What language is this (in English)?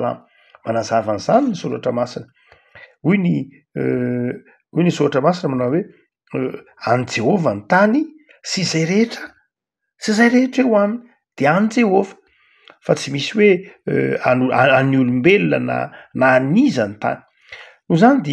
Malagasy